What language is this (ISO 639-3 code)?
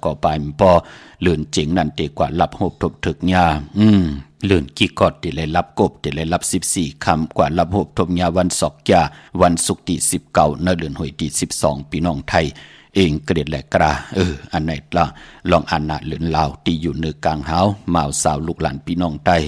shn